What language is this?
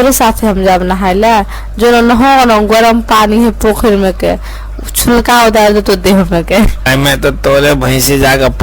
Maithili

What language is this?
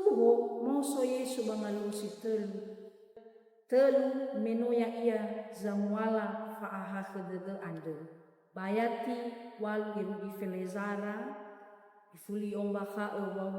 Nias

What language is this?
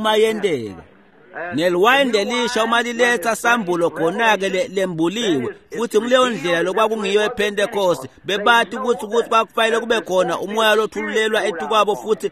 Swati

